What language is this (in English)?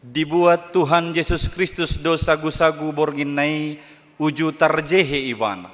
Batak Toba